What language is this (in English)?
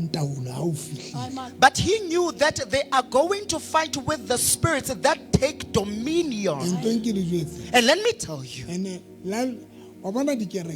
Southern Sotho